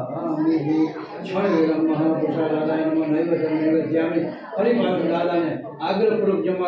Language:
Gujarati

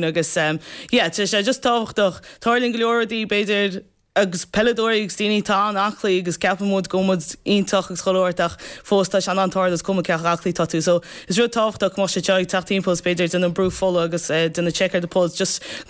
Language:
Irish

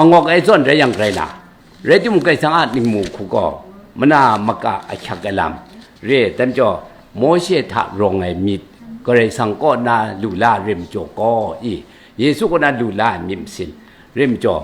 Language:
Kachin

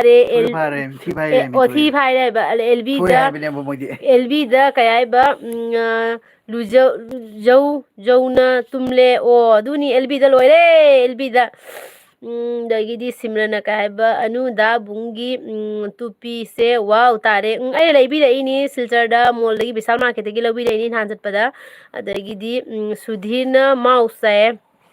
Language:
Manipuri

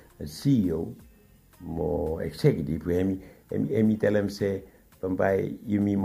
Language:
Bislama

